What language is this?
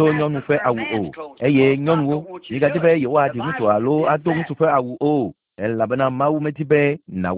Ewe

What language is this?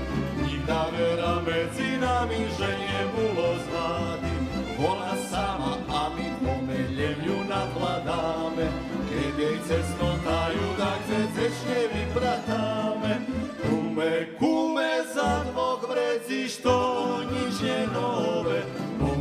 Rusyn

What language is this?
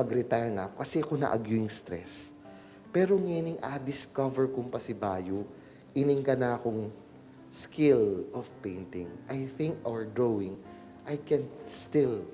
Pampanga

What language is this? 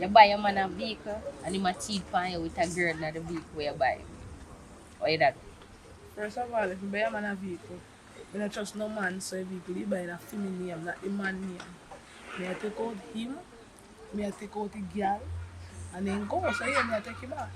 Jamaican Creole English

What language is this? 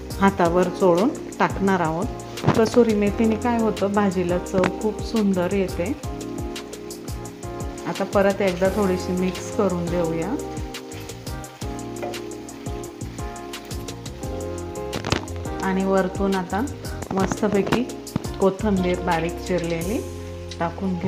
Marathi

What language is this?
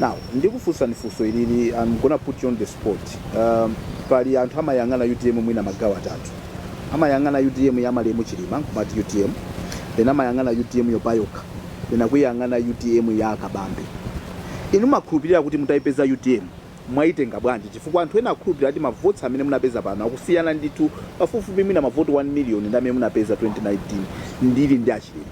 Nyanja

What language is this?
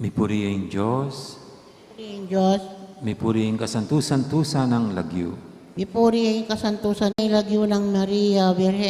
Pampanga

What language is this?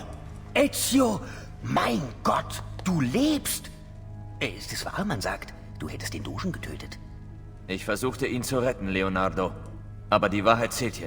Bavarian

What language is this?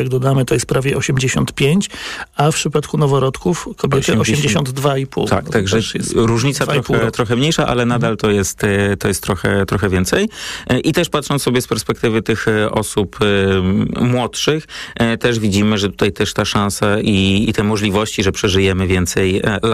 Polish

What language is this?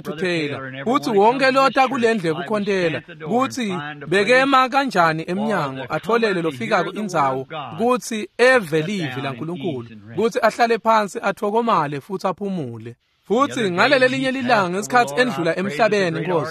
Swati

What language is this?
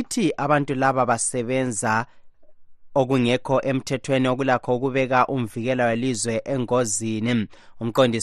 North Ndebele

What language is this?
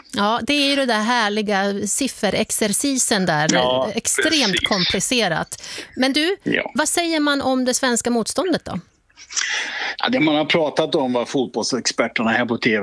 Swedish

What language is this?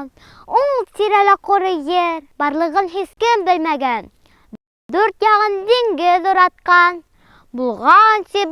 Bashkir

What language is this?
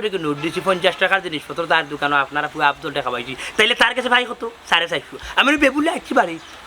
Sylheti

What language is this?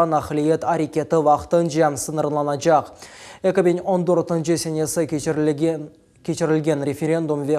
Crimean Tatar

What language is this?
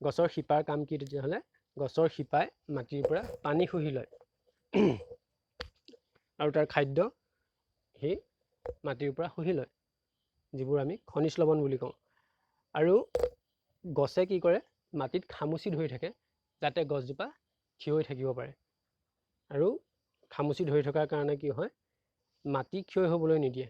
Assamese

